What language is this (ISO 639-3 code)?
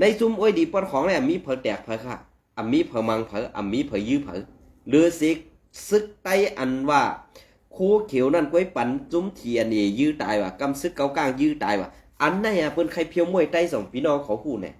shn